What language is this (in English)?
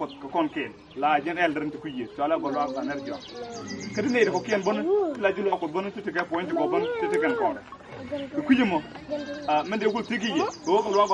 Nuer